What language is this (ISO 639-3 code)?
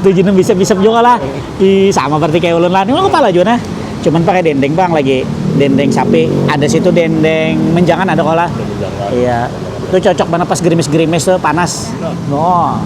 bjn